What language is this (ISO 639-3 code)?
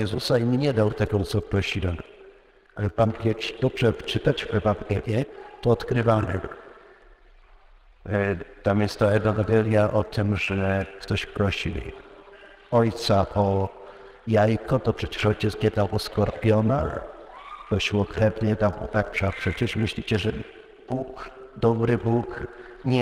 pol